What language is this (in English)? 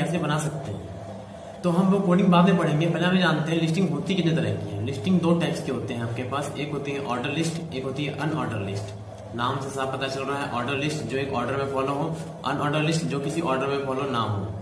Hindi